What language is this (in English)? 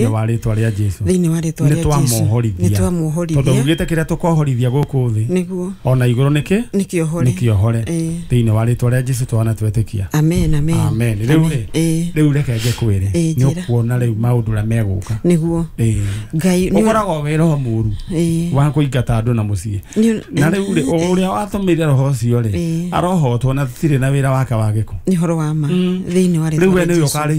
Kikuyu